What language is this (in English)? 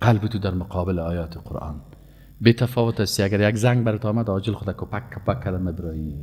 Persian